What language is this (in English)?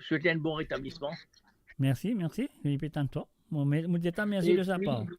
Morisyen